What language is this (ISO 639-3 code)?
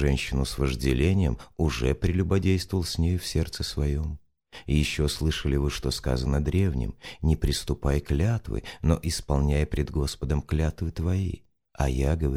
rus